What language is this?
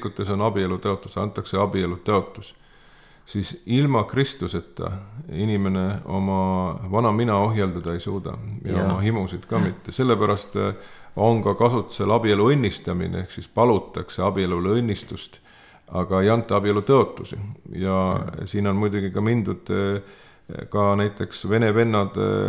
Estonian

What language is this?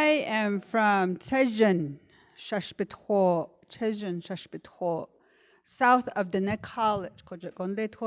Navajo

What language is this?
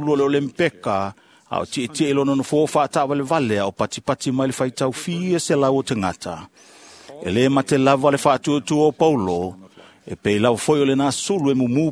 Samoan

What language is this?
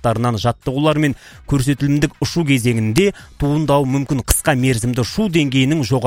Kazakh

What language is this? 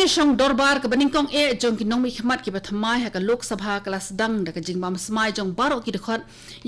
Khasi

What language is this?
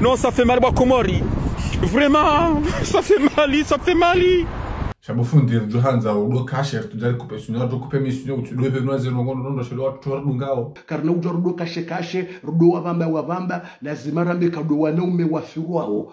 Ngazidja Comorian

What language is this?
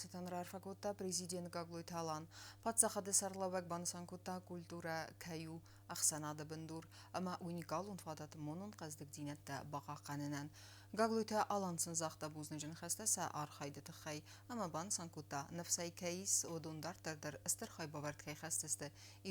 Ossetic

